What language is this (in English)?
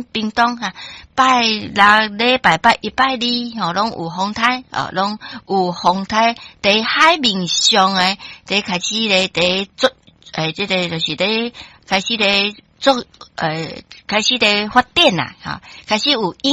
Min Nan Chinese